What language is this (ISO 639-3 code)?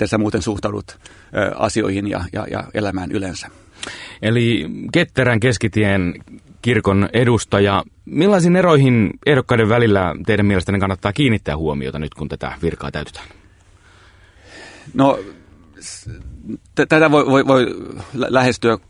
fin